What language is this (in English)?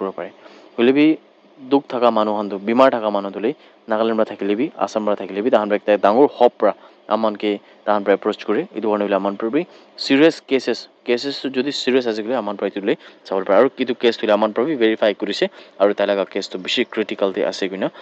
Naga Pidgin